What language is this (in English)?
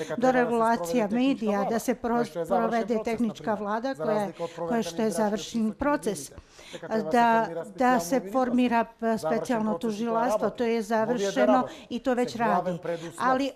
Bosnian